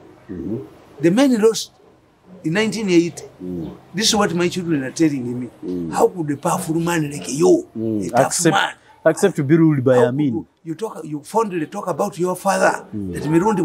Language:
English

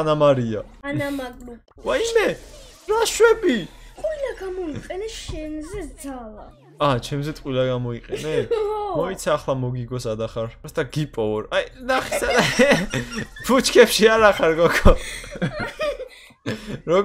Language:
Georgian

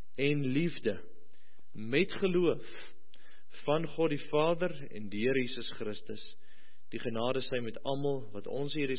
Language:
Afrikaans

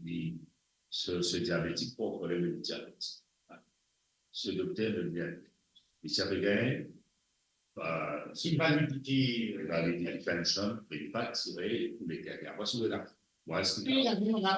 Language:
Morisyen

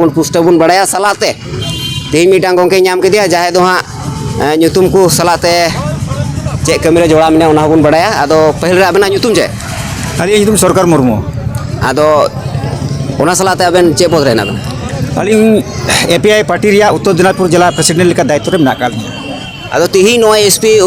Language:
Santali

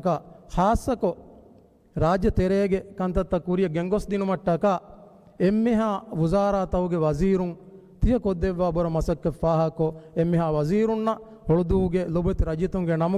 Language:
Divehi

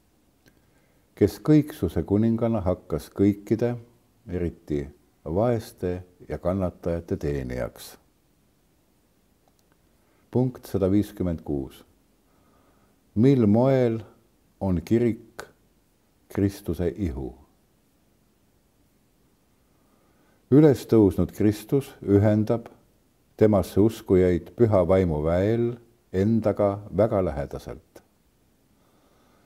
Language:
Estonian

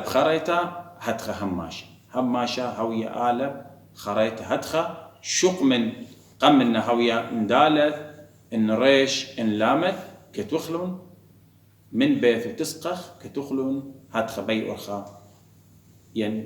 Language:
Assyrian Neo-Aramaic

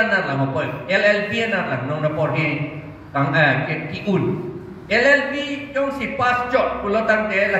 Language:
Karbi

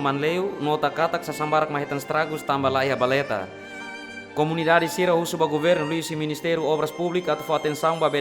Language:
Tetum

